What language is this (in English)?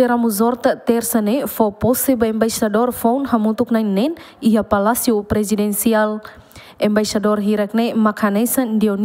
Tetum